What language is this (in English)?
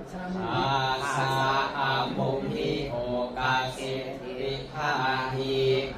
Pali